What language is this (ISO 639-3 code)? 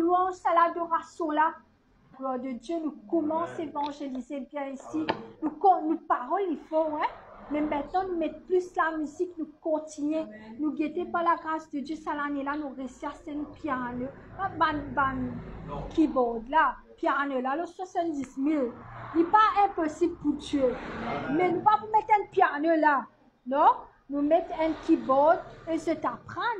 mfe